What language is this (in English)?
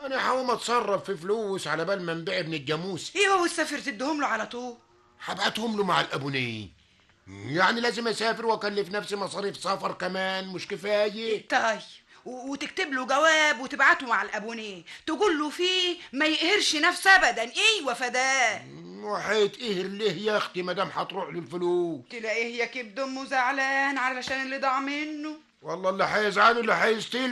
Egyptian Arabic